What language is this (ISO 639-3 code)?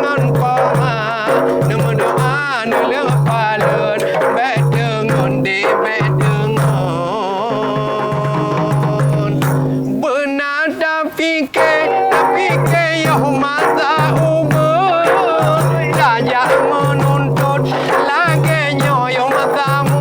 ace